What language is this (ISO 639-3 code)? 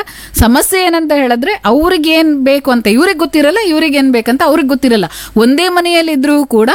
kan